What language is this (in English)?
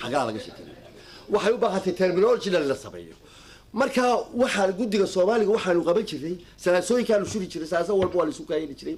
Somali